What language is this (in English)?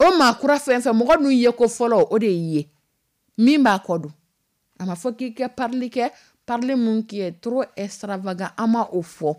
Dyula